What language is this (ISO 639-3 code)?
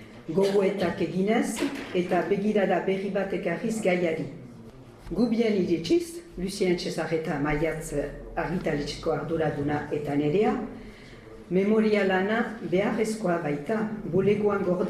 eus